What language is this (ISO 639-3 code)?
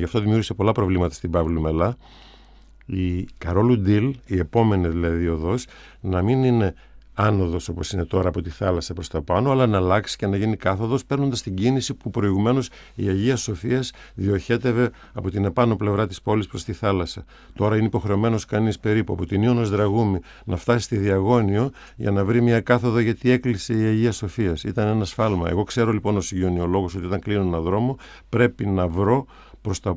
ell